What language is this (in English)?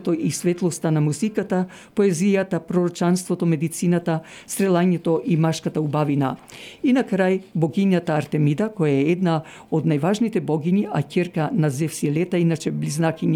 Macedonian